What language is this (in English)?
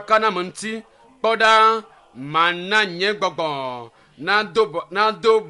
Ewe